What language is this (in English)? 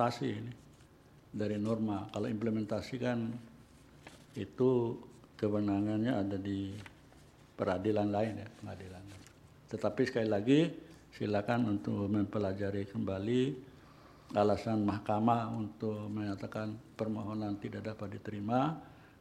Indonesian